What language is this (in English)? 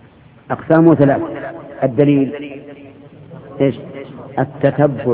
Arabic